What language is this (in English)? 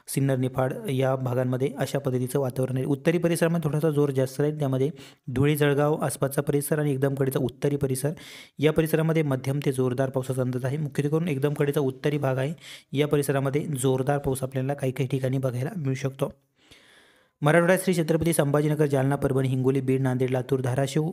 Marathi